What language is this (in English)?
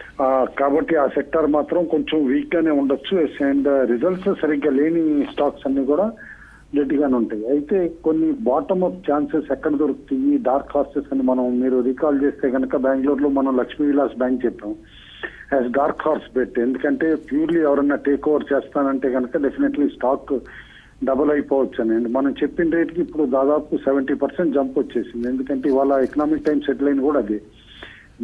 Telugu